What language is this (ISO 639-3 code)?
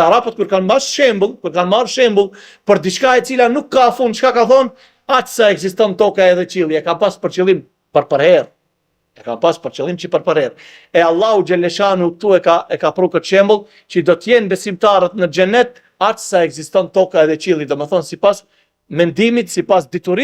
sqi